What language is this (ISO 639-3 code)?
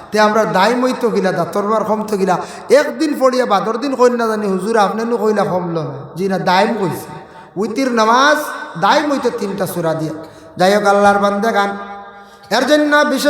syl